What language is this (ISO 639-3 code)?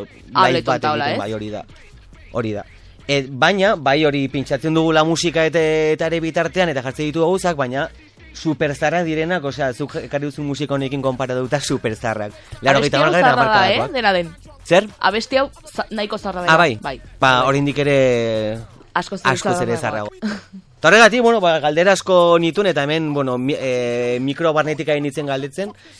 eus